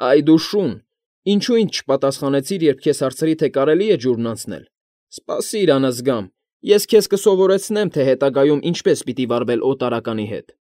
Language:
Armenian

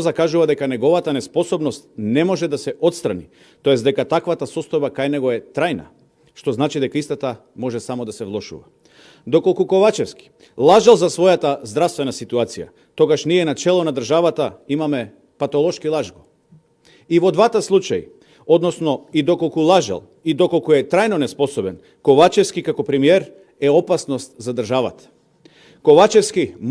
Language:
Macedonian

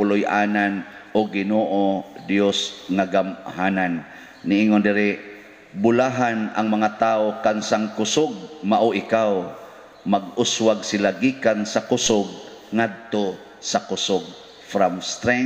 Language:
Cebuano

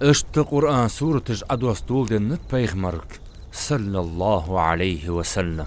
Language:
Ingush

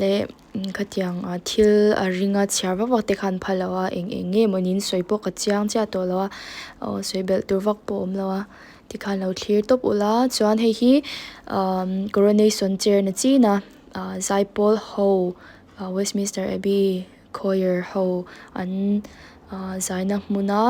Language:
Mizo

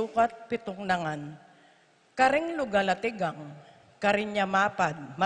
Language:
Pampanga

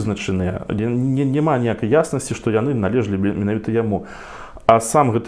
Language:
Belarusian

